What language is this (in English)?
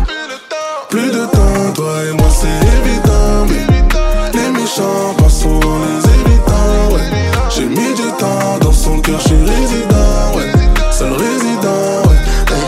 French